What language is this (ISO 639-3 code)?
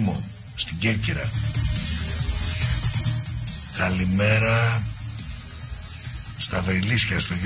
ell